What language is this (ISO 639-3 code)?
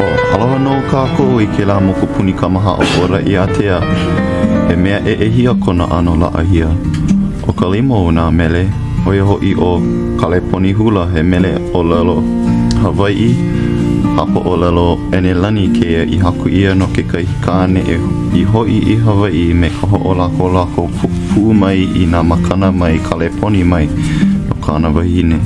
haw